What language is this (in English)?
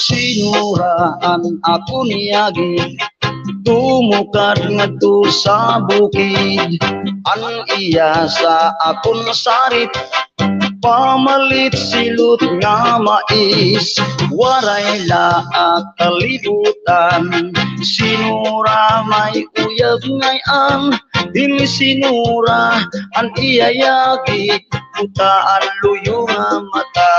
Waray